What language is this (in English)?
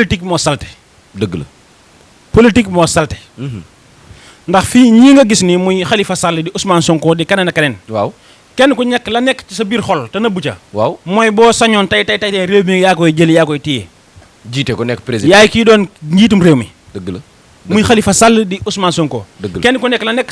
Wolof